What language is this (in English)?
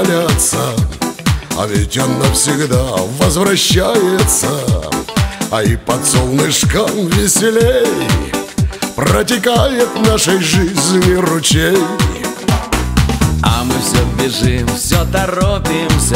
Russian